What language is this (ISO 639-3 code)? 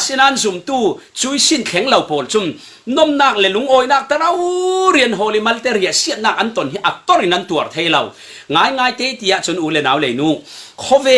cfm